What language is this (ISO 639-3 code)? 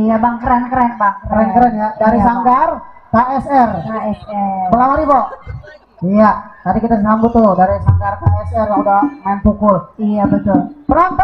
bew